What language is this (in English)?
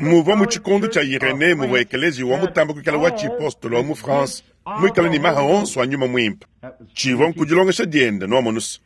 Luba-Lulua